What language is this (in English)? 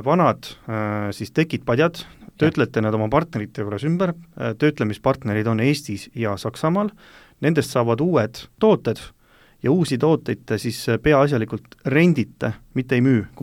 Estonian